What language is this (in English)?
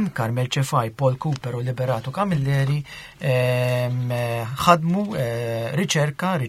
Maltese